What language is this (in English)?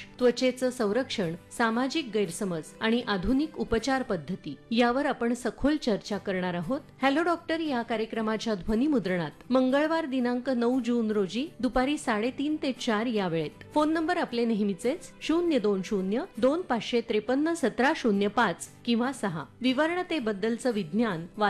Marathi